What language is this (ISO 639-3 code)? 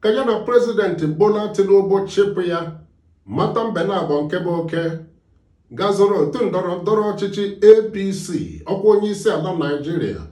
ibo